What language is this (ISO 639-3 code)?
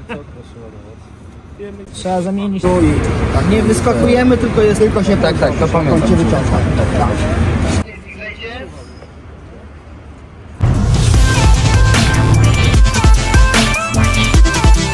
pol